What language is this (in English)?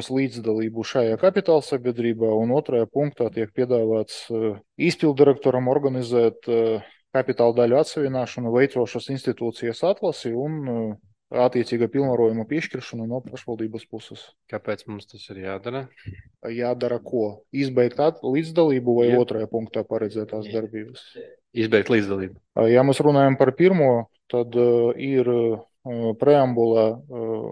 Latvian